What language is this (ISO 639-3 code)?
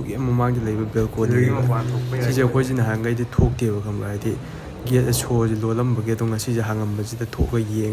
mni